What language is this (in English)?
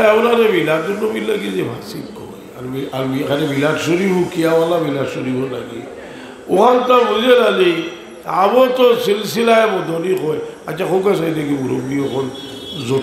Sylheti